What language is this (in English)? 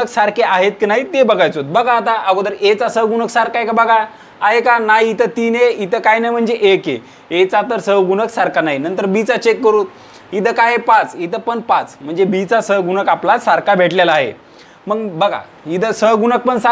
Marathi